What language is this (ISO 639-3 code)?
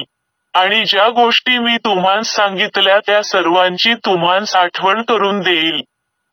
mar